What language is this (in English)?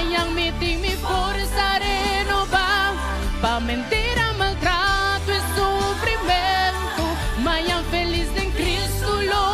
Papiamento